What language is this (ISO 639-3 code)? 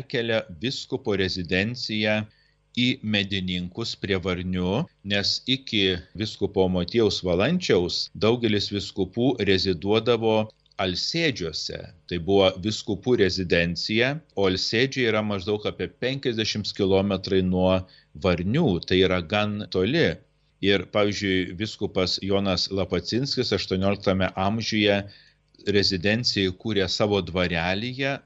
lit